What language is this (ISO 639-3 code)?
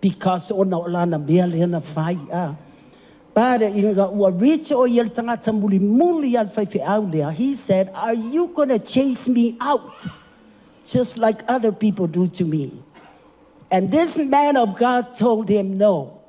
smo